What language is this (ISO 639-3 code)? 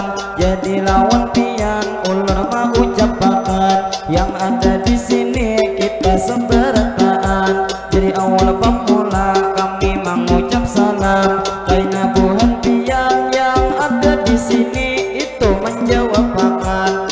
bjn